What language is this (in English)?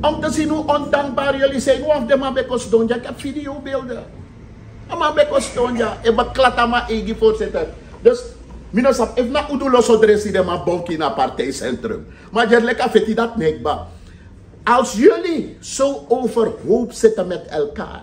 Sranan Tongo